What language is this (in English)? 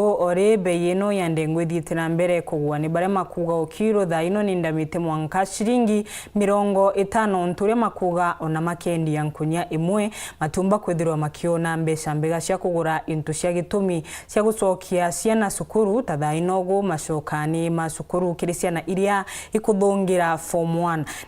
Meru